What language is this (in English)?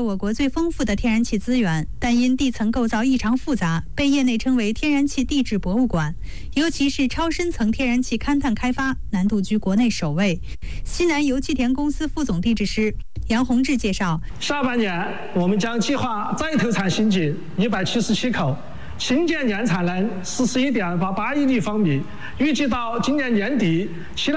Chinese